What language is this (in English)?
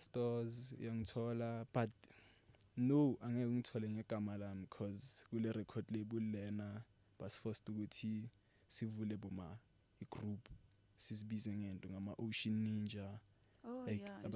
Zulu